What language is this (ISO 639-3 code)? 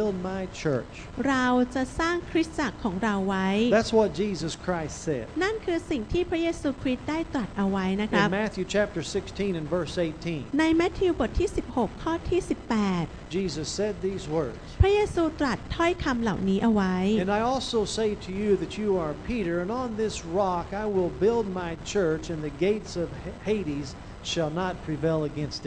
tha